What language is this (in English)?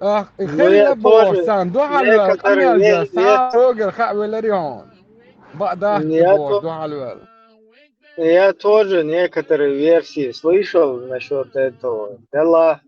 Chechen